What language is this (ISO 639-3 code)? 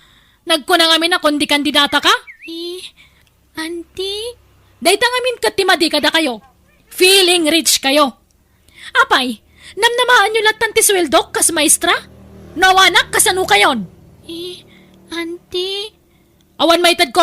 ilo